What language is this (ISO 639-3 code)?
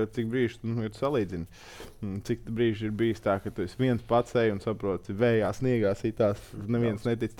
lav